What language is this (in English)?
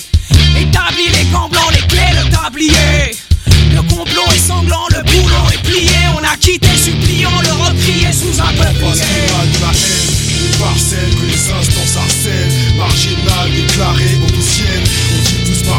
French